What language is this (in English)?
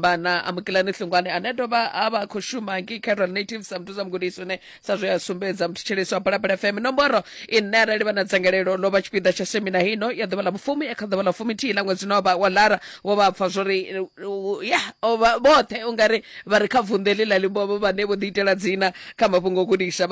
Venda